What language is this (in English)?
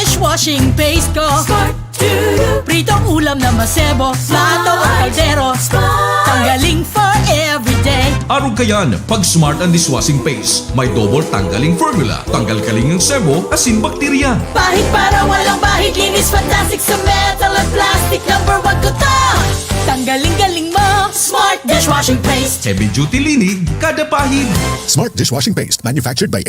Bikol